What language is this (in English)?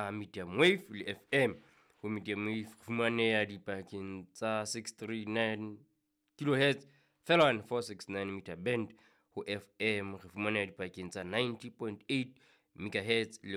Southern Sotho